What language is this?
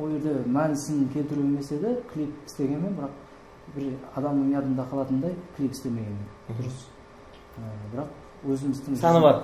Kara-Kalpak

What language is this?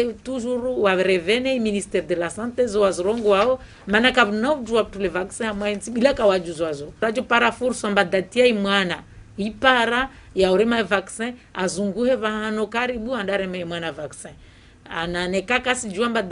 Ngazidja Comorian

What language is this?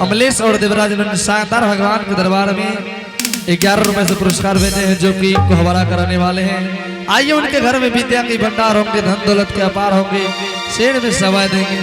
Angika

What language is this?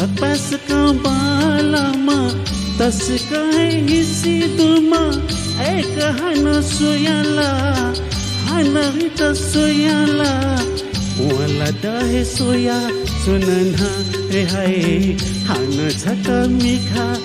Newari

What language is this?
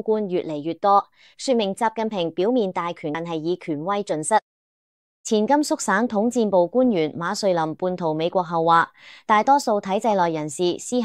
Cantonese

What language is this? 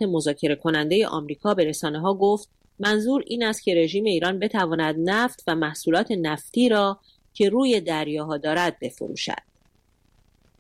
Persian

